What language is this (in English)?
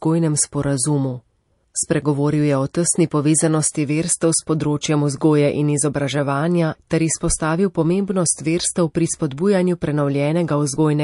Slovenian